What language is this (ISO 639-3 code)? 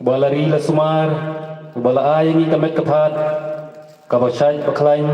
kha